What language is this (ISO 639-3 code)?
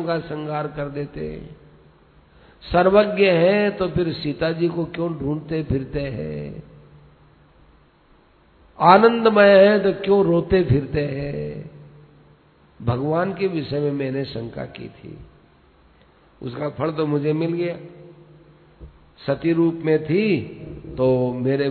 hin